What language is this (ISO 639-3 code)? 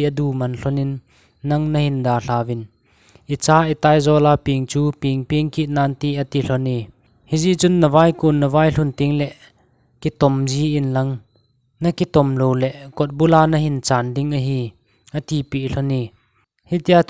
tcz